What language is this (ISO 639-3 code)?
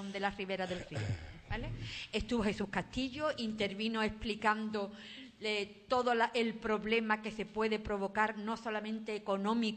spa